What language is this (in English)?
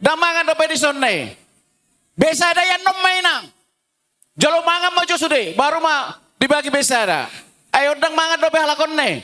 Batak Toba